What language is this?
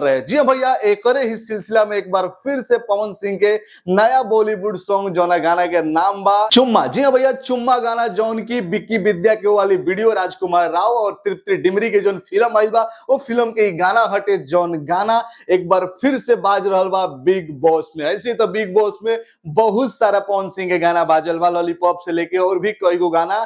Bhojpuri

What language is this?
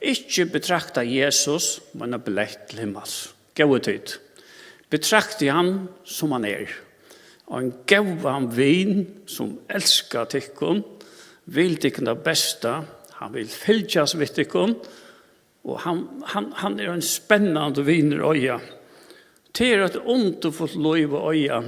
Faroese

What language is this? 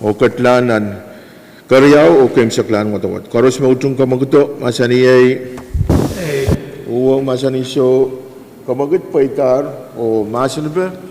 Pohnpeian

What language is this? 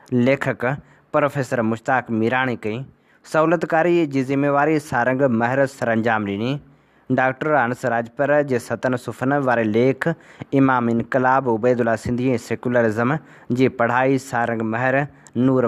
Sindhi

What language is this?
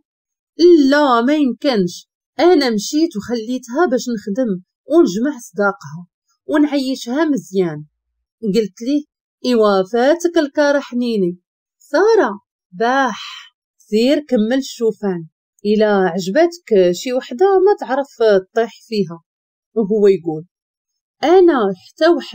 Moroccan Arabic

